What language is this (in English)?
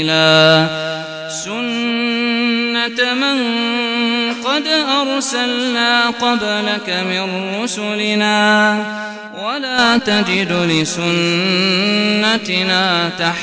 Arabic